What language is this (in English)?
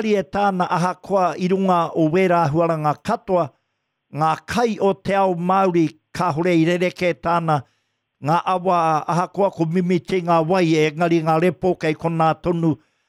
Māori